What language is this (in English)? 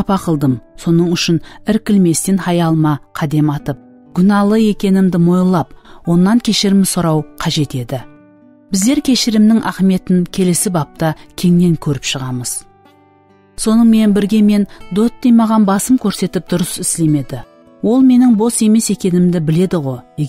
Kara-Kalpak